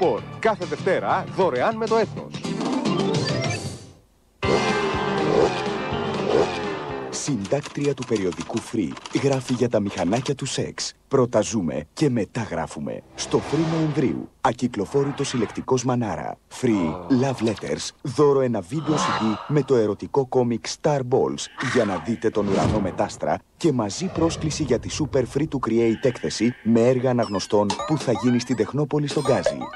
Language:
Greek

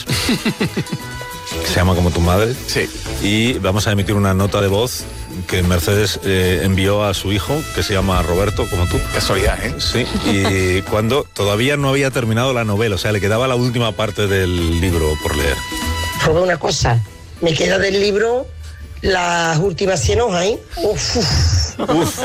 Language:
Spanish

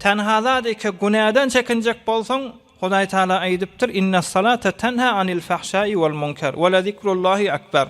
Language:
Turkmen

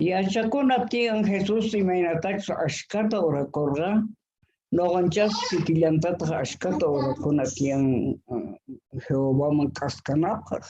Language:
South Bolivian Quechua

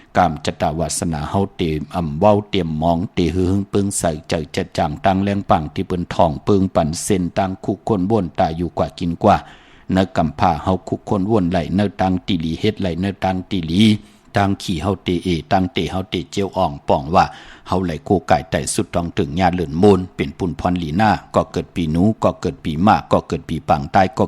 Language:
Shan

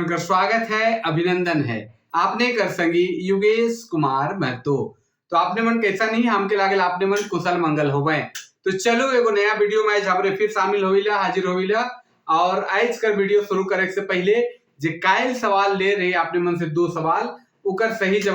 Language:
Sadri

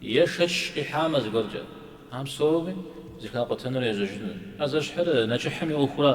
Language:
Kabardian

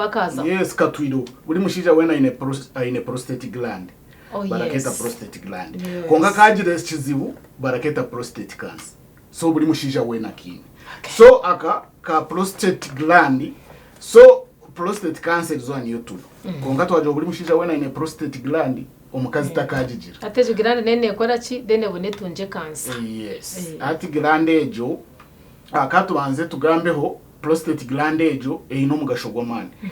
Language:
Nyankole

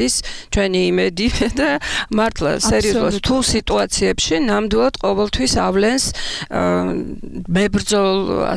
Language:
Georgian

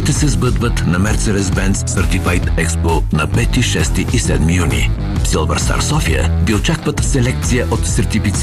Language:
Bulgarian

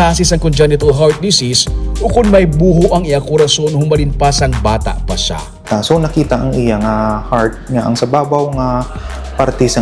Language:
Hiligaynon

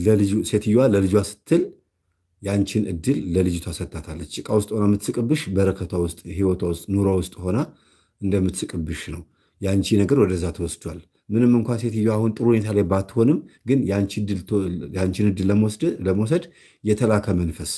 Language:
Amharic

